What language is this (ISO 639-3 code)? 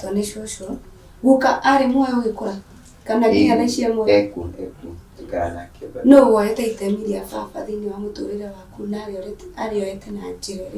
kik